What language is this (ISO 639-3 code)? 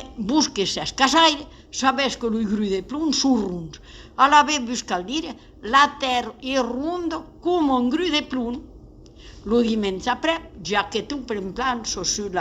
oci